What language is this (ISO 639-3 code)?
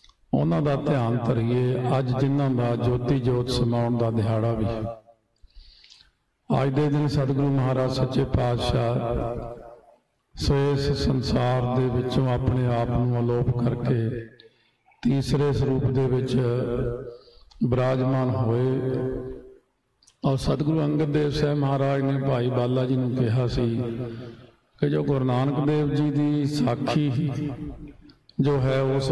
pan